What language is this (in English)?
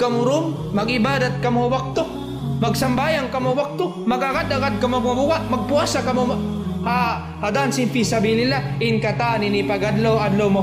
Tausug